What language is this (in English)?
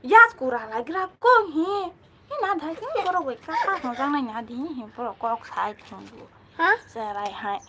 Kok Borok